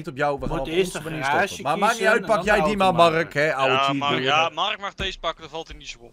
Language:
Dutch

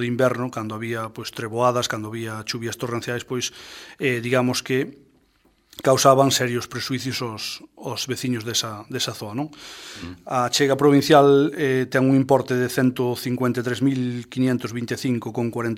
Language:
Galician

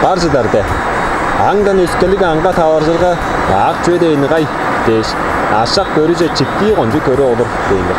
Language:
Tuvinian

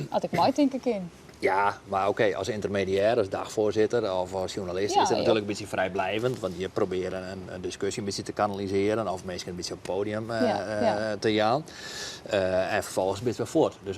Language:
Western Frisian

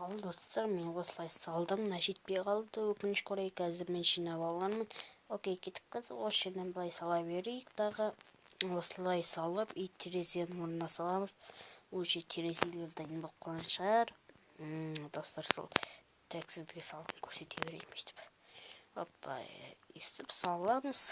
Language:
Kazakh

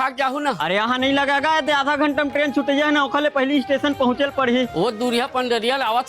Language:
Chhattisgarhi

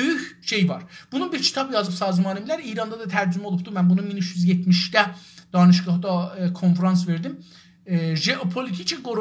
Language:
South Azerbaijani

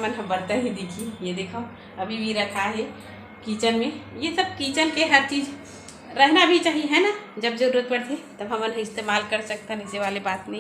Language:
Chhattisgarhi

